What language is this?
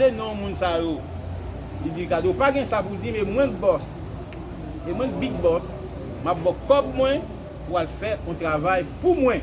Haitian Creole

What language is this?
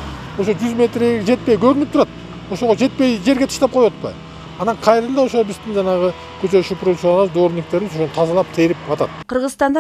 Kyrgyz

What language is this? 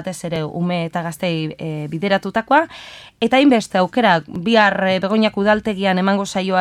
Basque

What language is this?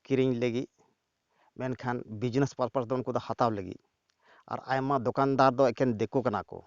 Santali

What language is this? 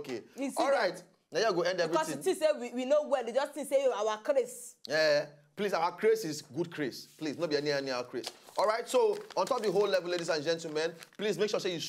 Nigerian Pidgin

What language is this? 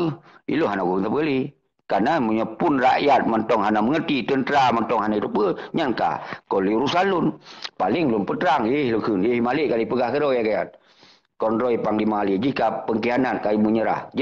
Achinese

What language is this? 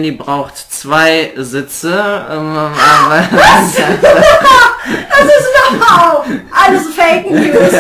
German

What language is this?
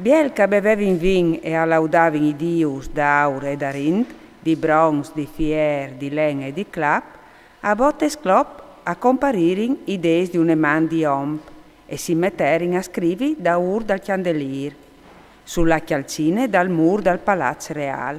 Friulian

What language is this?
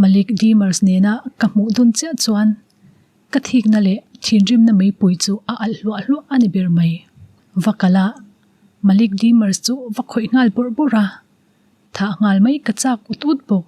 Mizo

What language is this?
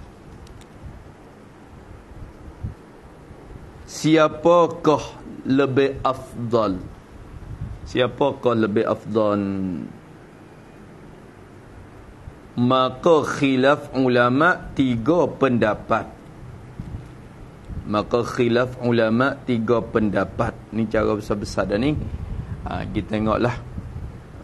Malay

